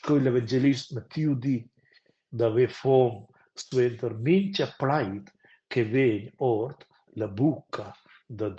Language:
Romansh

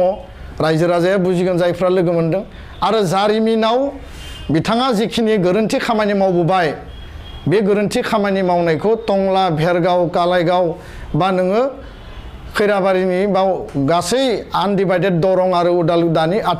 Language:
Bodo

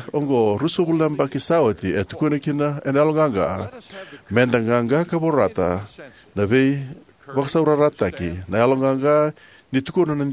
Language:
Fijian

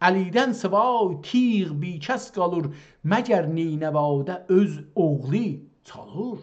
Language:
South Azerbaijani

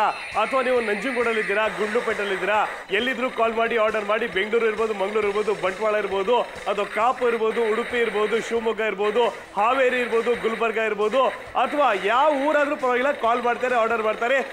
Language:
Kannada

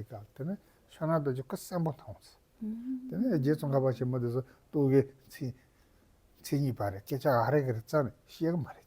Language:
Tibetan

